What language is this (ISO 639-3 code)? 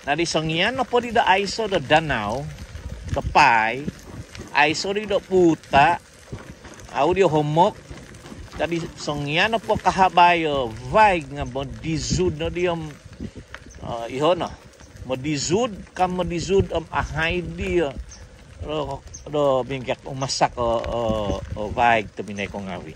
dtp